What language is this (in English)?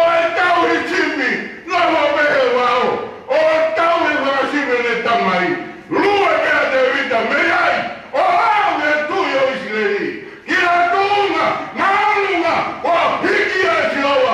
Tongan